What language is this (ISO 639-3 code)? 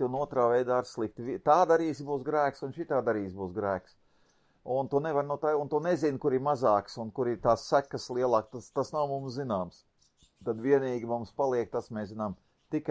lav